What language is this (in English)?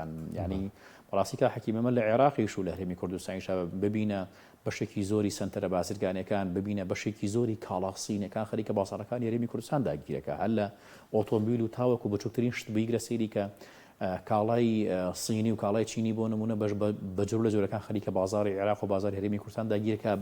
Central Kurdish